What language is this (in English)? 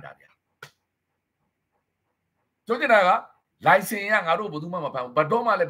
Burmese